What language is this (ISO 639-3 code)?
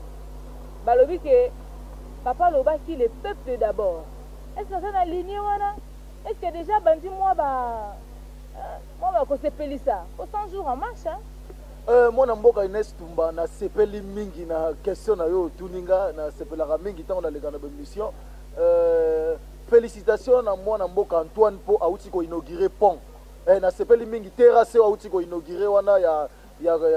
lin